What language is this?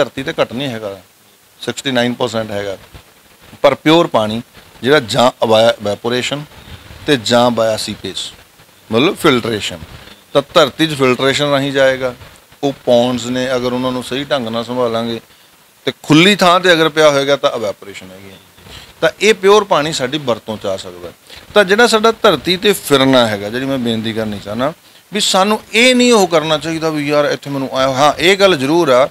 Punjabi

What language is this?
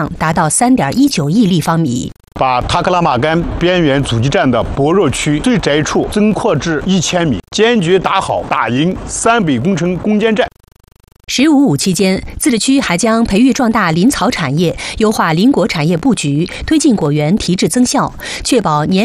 Chinese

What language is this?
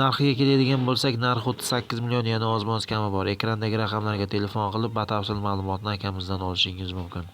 Uzbek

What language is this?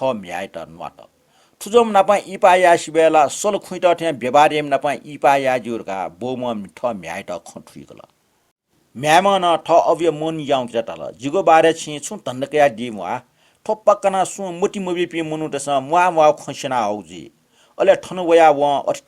Newari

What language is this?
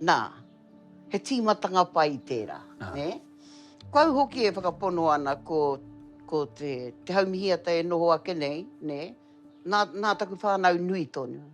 Māori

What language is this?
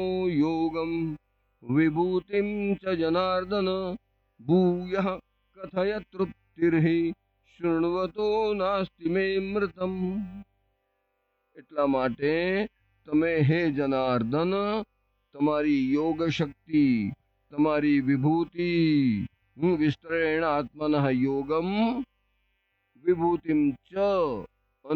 Gujarati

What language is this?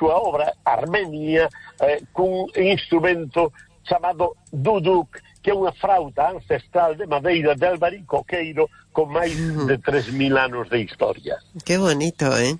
Galician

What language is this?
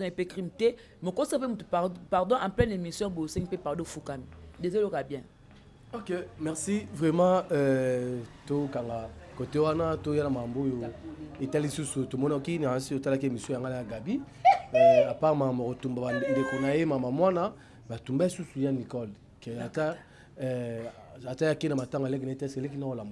Lingala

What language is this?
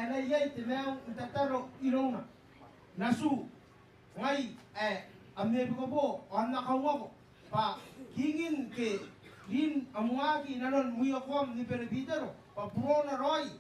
Gilbertese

